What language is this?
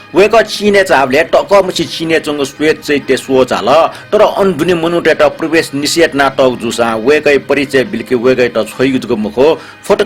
Newari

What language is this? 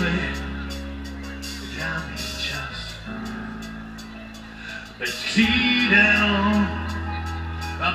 Czech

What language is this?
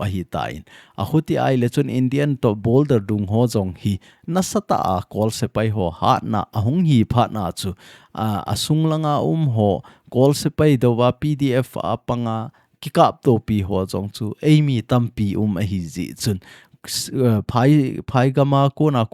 Thado Chin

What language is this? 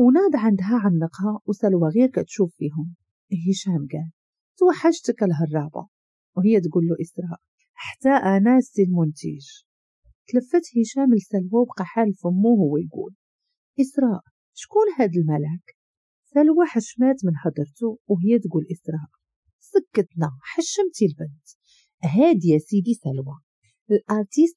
Moroccan Arabic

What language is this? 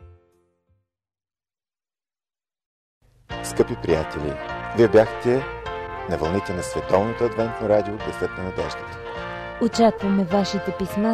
Bulgarian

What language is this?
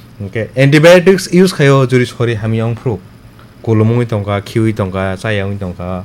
Kok Borok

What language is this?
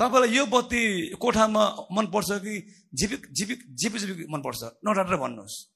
Nepali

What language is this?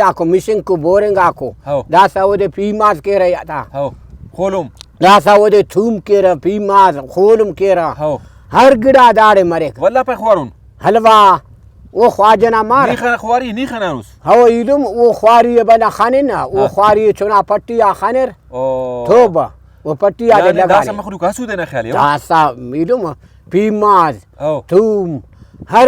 Brahui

